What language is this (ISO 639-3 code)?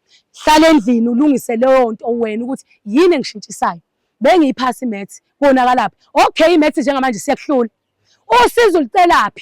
zul